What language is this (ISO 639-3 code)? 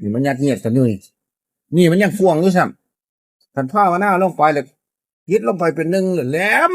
tts